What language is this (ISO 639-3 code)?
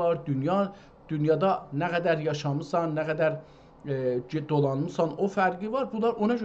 azb